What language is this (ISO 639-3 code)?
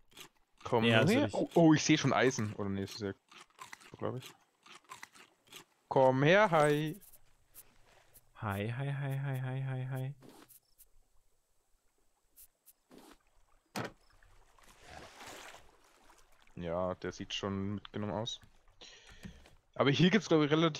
deu